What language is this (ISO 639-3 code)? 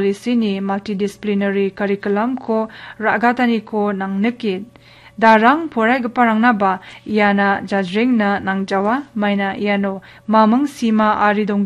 grt